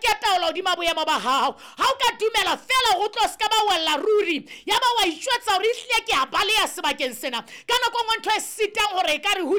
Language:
Southern Sotho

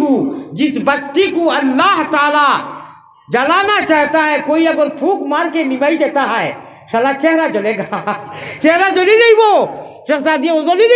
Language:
Sylheti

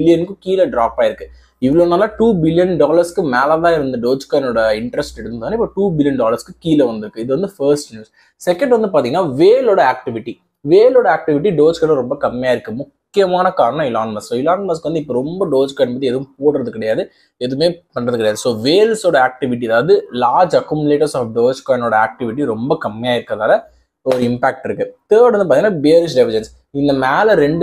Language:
Tamil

